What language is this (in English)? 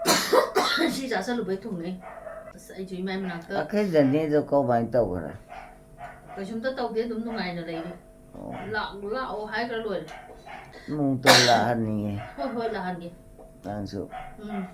Manipuri